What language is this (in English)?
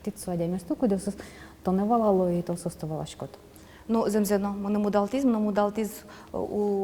Udmurt